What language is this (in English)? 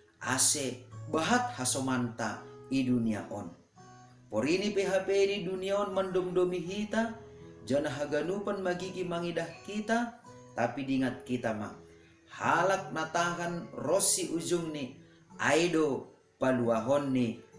Batak Simalungun